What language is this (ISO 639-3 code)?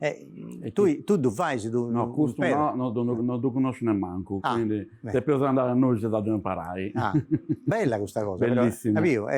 srd